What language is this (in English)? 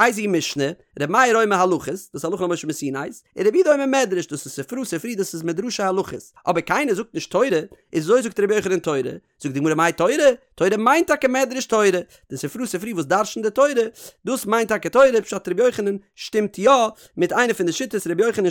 Yiddish